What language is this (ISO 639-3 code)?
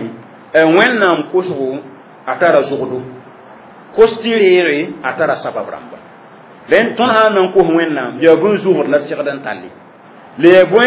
mos